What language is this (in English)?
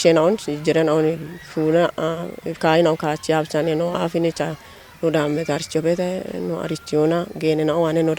Kafa